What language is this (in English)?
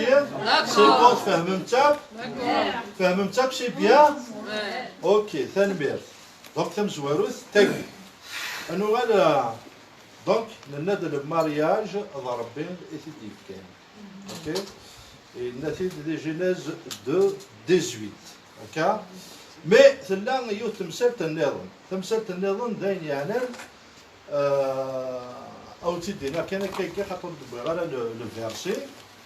Kabyle